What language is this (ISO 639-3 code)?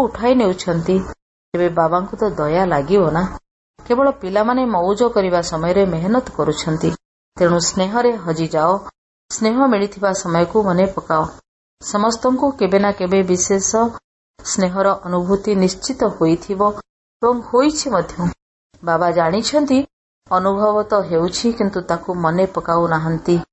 ori